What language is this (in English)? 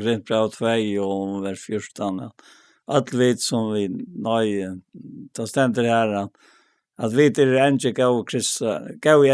Faroese